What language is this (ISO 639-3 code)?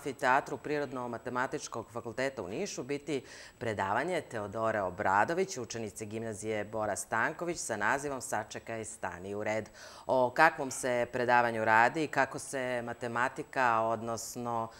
srp